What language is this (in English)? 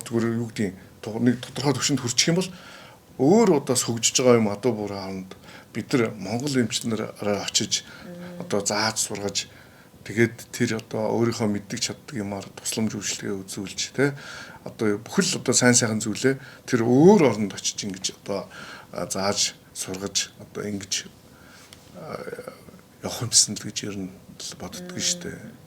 Mongolian